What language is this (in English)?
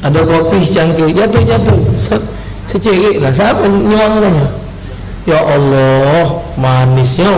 Musi